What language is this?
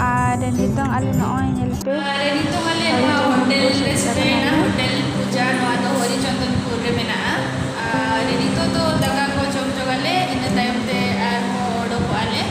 Santali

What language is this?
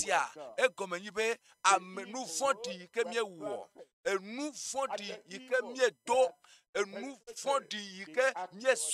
Ewe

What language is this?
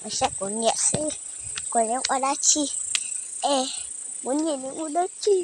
Hmong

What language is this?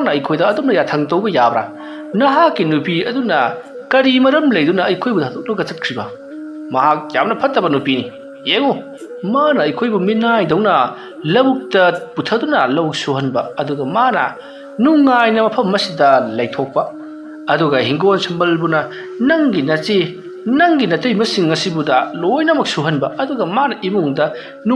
Manipuri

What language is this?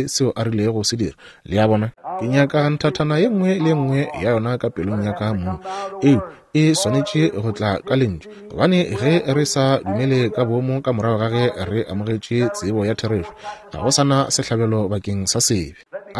Northern Sotho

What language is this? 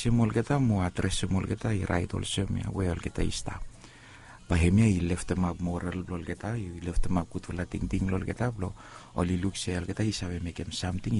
Bislama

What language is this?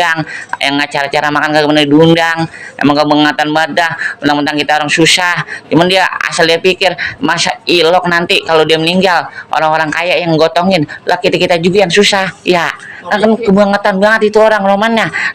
Betawi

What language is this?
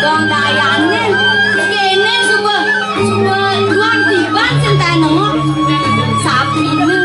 Balinese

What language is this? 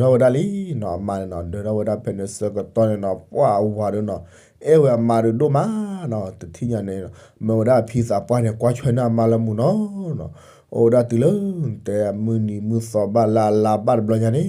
S'gaw Karen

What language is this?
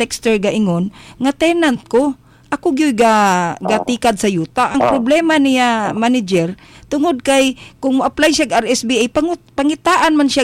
Cebuano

